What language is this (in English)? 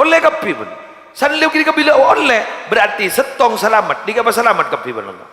Madurese